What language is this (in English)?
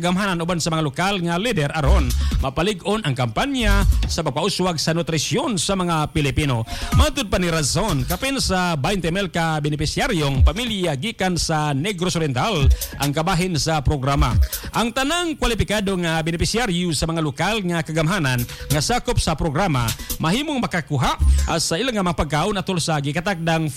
Cebuano